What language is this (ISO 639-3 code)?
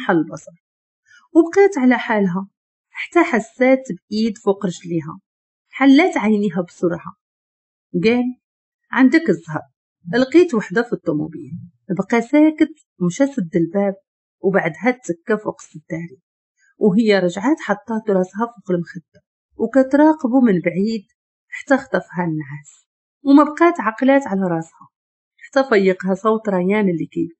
ary